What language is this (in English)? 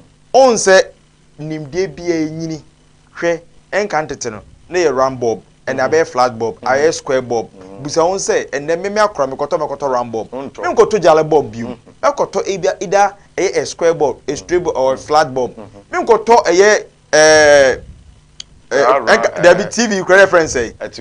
Akan